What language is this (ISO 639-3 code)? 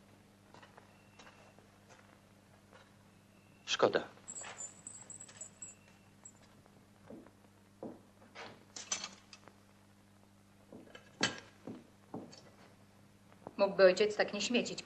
pol